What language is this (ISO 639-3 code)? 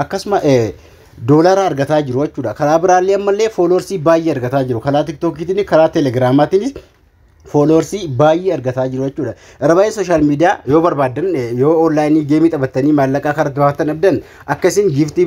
orm